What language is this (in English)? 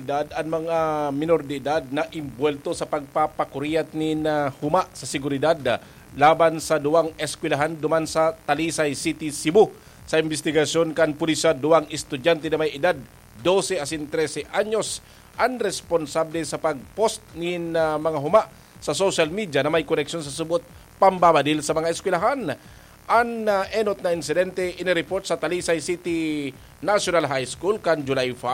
Bikol